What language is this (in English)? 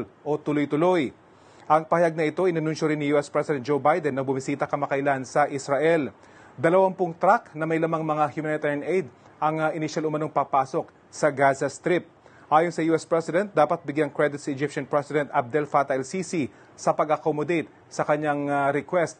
Filipino